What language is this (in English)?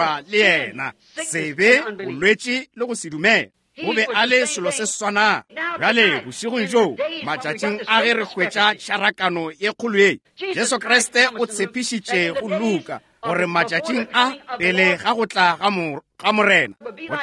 Northern Sotho